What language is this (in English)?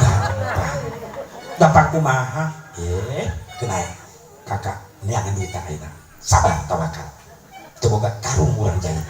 Sundanese